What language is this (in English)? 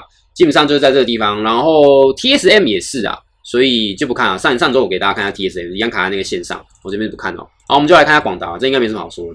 Chinese